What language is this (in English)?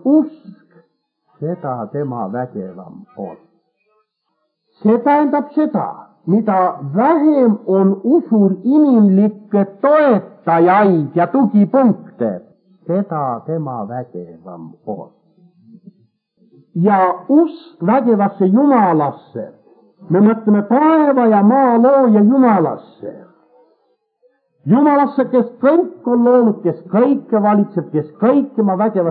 Estonian